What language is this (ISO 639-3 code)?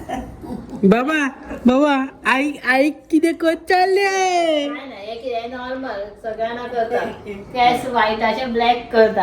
kok